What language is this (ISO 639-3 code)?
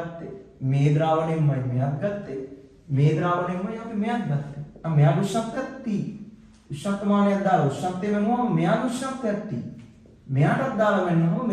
sin